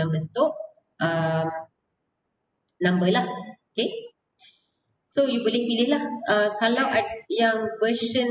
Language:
Malay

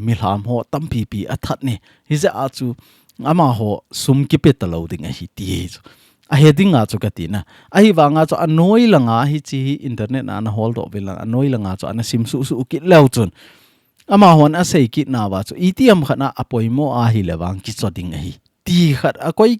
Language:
Thado Chin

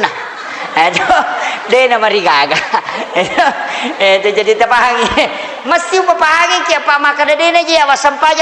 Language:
Buginese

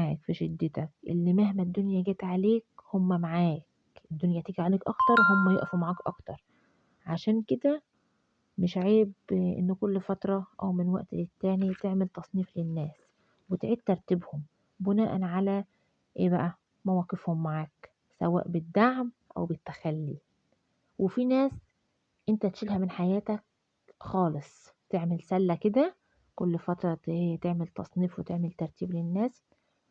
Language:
Egyptian Arabic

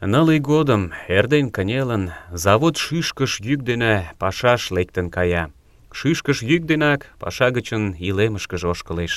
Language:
Mari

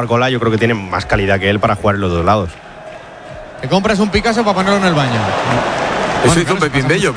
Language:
Spanish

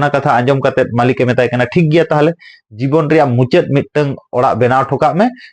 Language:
Santali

